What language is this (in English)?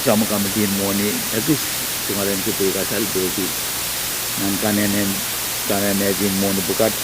Pohnpeian